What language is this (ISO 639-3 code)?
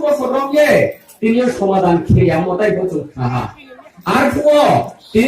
ria